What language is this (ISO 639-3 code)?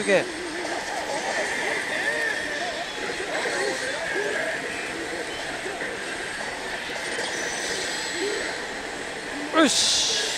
jpn